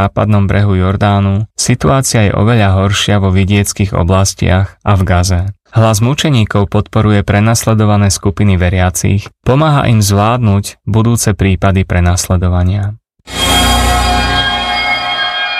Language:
Slovak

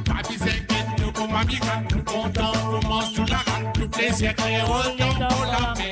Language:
Morisyen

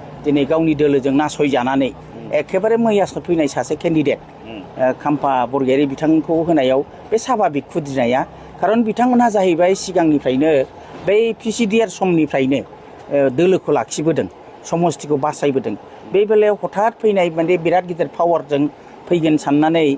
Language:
Bodo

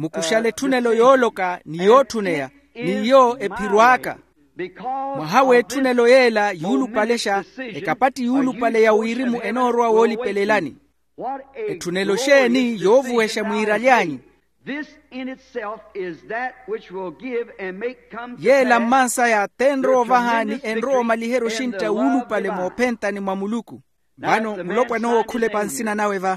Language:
Makhuwa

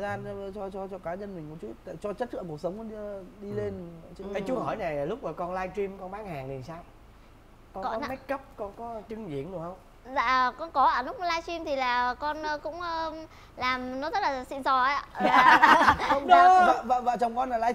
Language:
Vietnamese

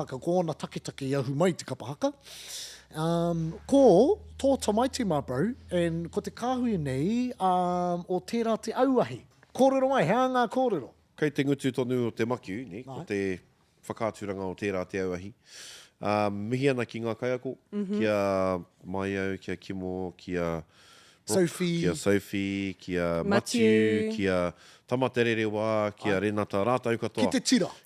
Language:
Māori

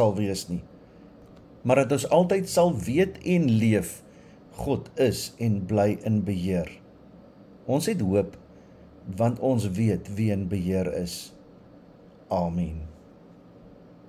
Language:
Afrikaans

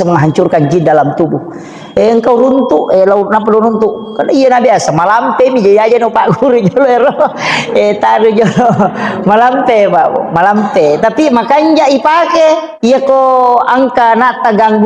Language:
Buginese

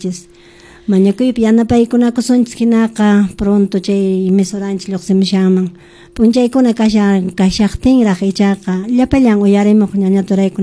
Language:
Quechua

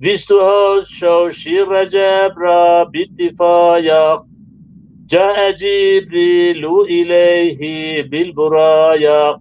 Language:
Zaza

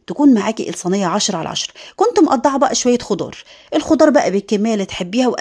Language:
Egyptian Arabic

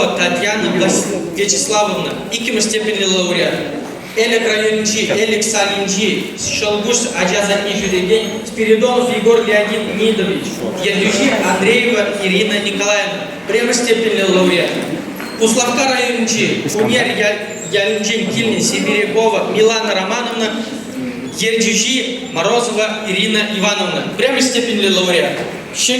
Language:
Chuvash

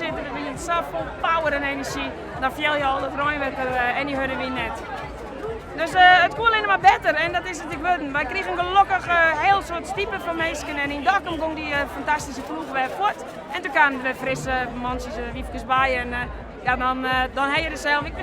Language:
Western Frisian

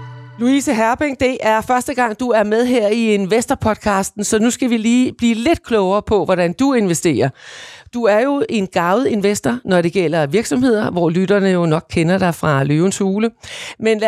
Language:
Danish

